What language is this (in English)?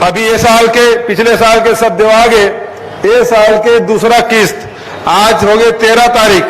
Chhattisgarhi